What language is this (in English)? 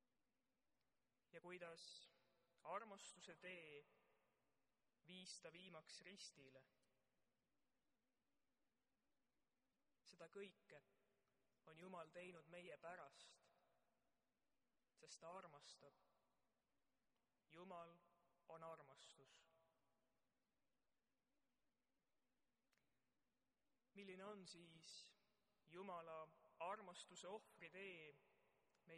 Estonian